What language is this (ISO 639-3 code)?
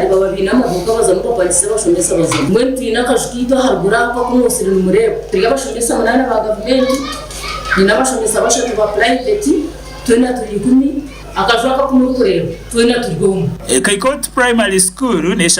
nyn